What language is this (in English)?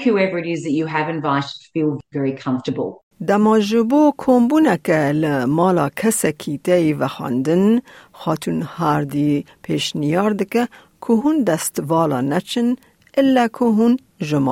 Kurdish